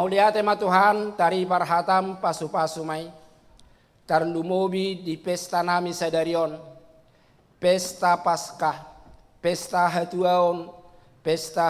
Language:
Batak Toba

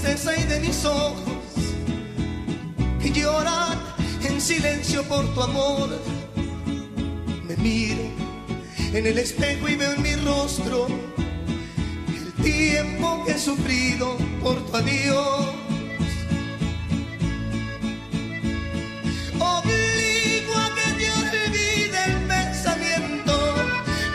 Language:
Spanish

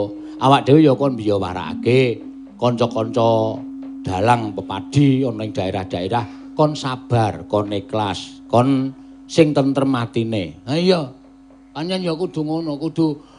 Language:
Javanese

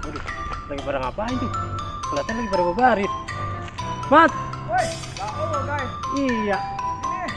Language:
Betawi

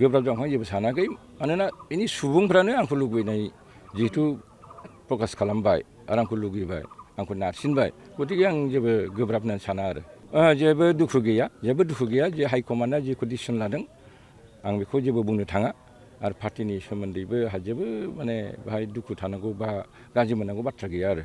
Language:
Bodo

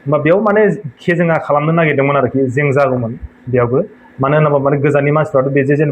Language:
Bodo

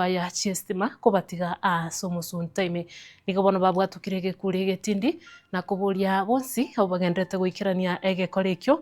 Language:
Gusii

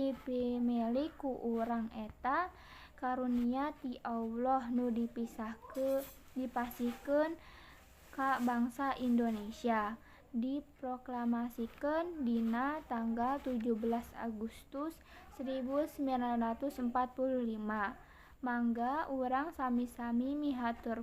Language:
Sundanese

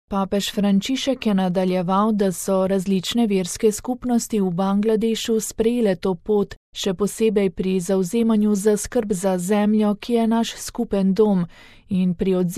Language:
Slovenian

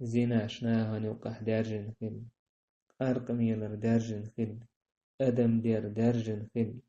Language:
Chechen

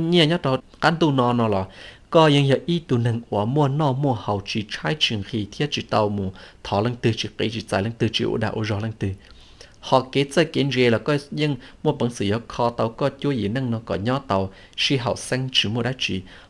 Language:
Hmong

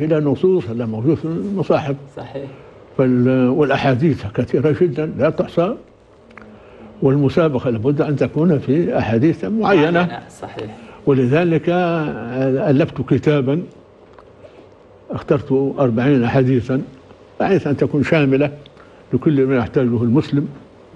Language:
Arabic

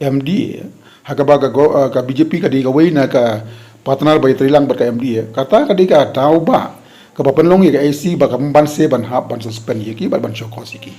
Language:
Khasi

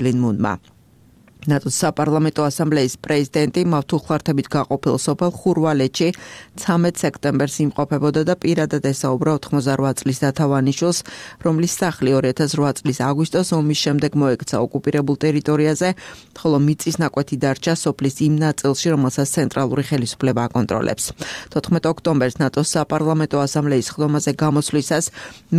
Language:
Georgian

